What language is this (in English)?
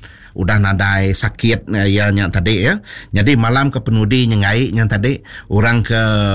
Iban